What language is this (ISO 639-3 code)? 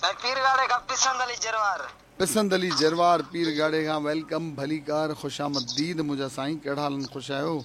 snd